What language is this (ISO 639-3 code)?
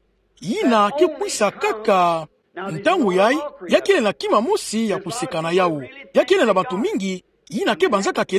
ktu